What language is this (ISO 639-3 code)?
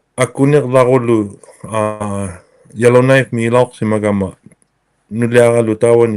iku